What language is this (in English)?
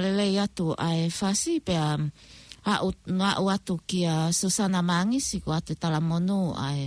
Tongan